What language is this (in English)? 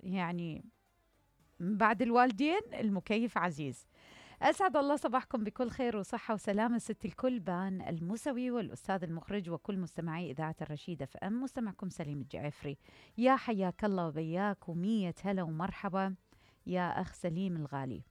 Mesopotamian Arabic